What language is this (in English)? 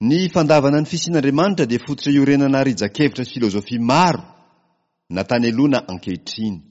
Malagasy